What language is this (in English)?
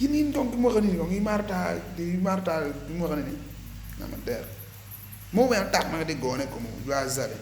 Acoli